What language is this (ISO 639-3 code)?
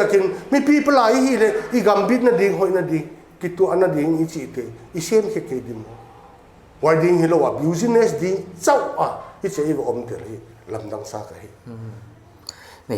pck